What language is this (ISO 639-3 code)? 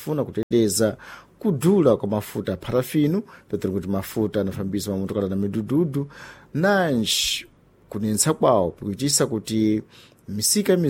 seh